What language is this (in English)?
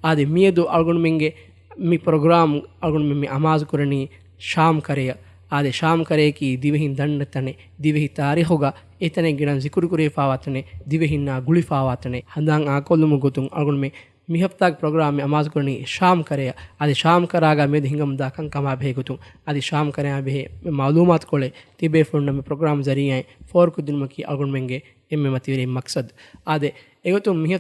Divehi